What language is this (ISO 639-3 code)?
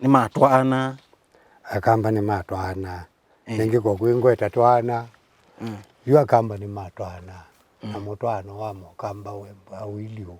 kam